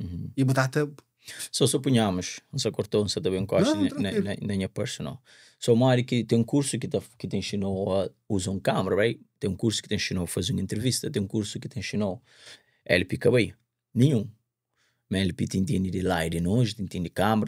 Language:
Kabuverdianu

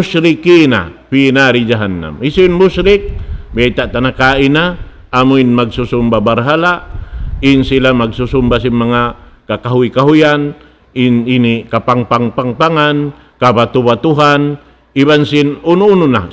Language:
Tausug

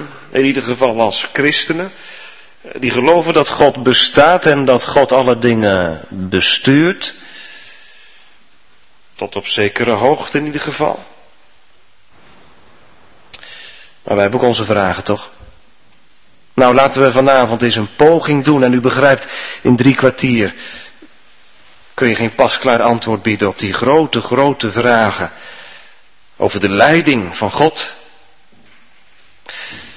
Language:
Dutch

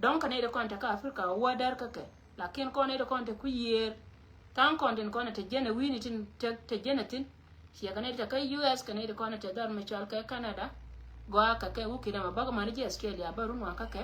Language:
Nuer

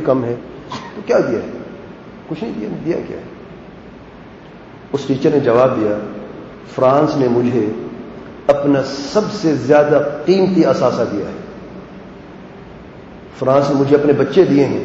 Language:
Urdu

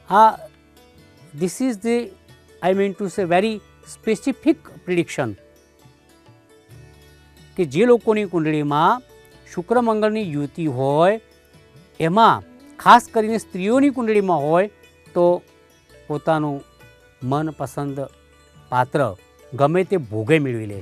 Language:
Gujarati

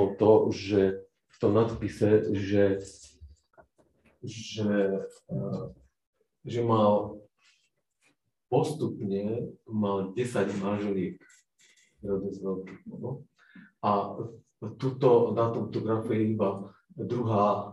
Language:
Slovak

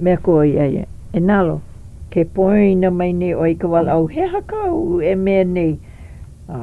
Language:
Hawaiian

